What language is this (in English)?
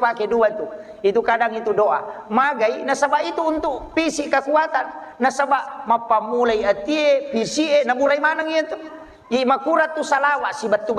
Buginese